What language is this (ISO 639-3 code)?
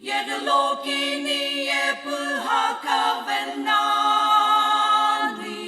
nsm